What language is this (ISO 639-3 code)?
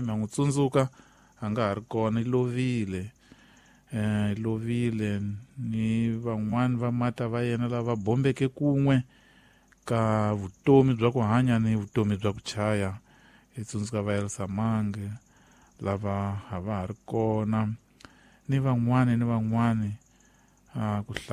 tso